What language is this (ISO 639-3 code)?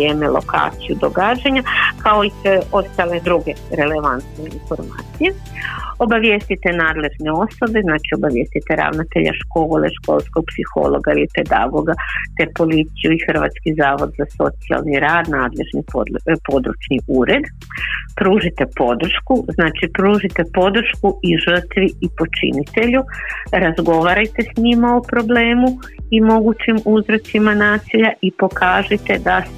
hrv